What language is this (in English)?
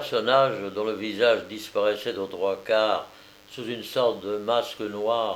French